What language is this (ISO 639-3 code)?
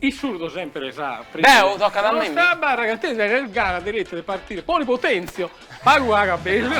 srd